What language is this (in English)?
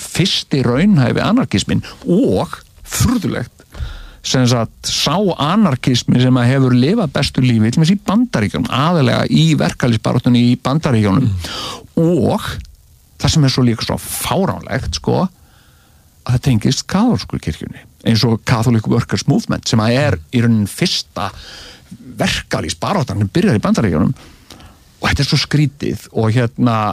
Icelandic